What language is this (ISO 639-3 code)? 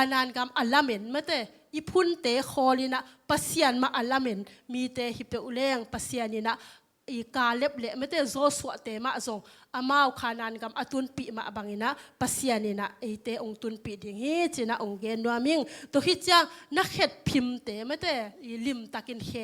ctd